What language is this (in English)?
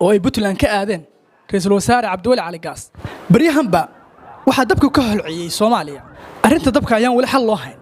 Somali